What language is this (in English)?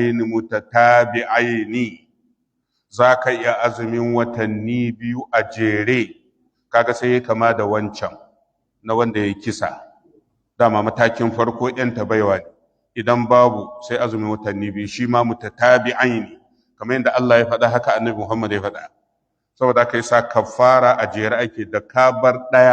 Hausa